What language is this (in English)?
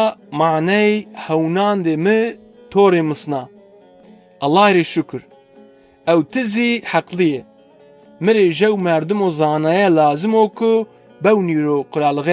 Zaza